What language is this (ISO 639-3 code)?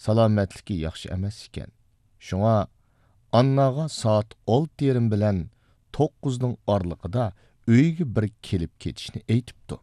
uig